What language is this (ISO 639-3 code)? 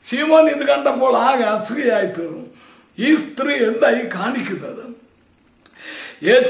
mal